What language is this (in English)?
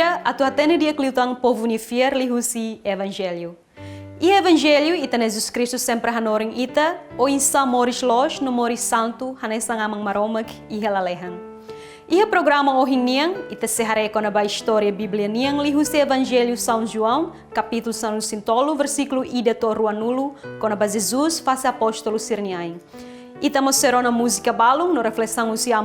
Tetum